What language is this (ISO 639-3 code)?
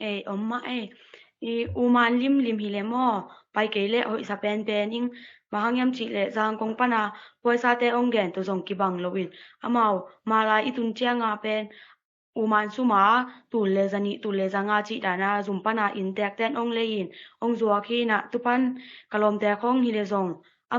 ctd